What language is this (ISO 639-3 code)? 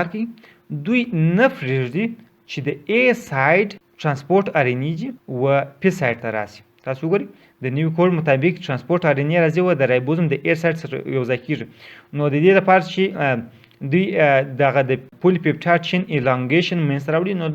pus